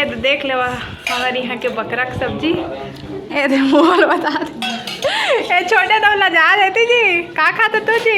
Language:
Chhattisgarhi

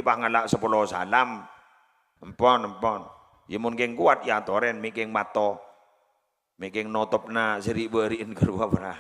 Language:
Madurese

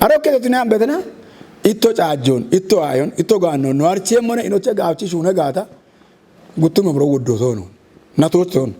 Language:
Kafa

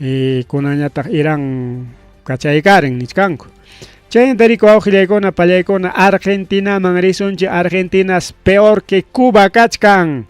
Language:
Ayacucho Quechua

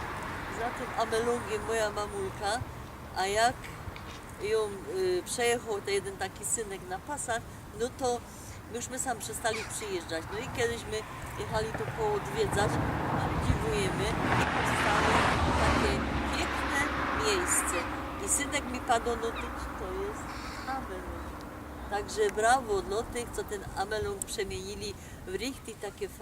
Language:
Silesian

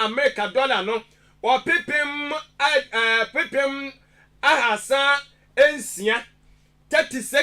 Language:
Akan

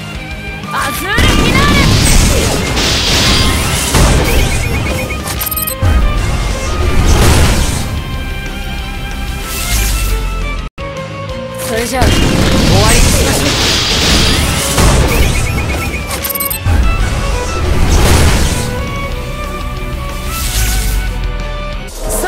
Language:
Japanese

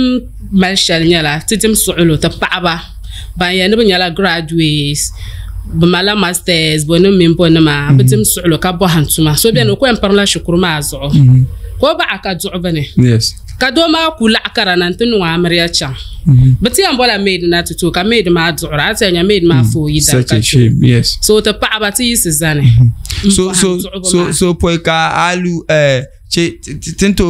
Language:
Dagbani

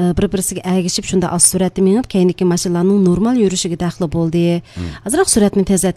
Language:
Uyghur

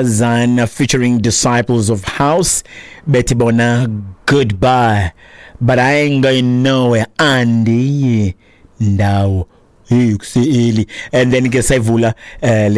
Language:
Xhosa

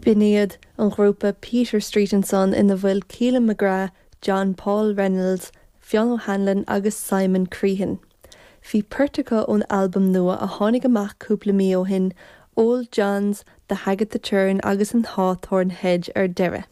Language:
Irish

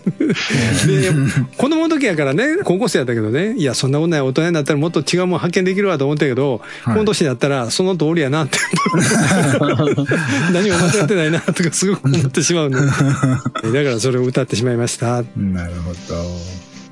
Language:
Japanese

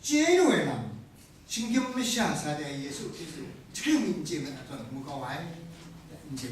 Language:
Kachin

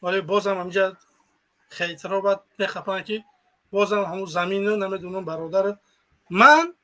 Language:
Tajik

